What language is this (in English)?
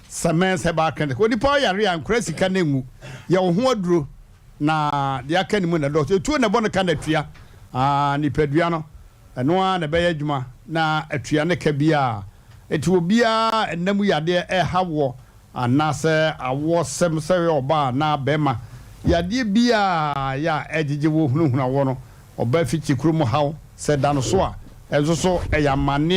Akan